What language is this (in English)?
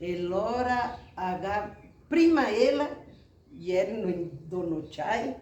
Venetian